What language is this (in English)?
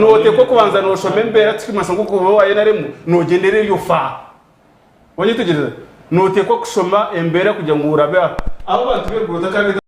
Nyankole